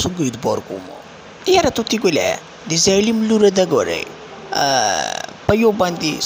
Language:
Pashto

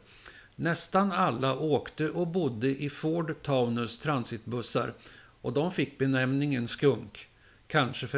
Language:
Swedish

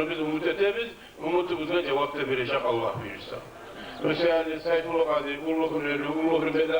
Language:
Kumyk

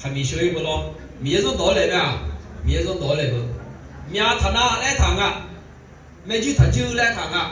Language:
Akha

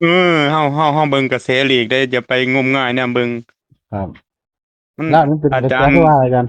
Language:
Northeastern Thai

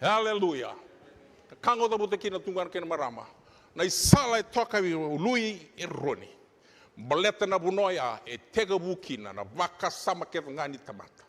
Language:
Fijian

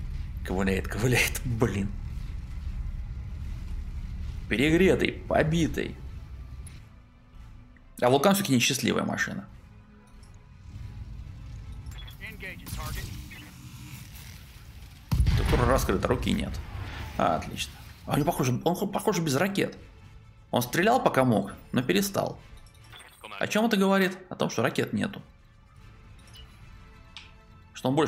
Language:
Russian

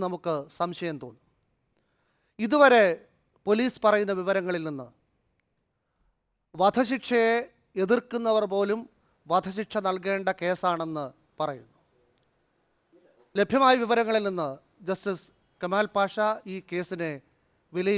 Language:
Malayalam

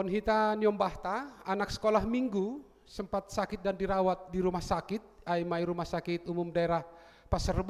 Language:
Batak Simalungun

